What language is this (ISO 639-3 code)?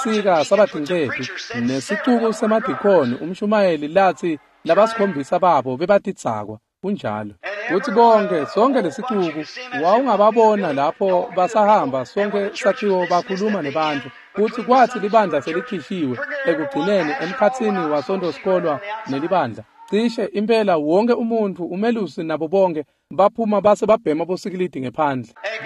ssw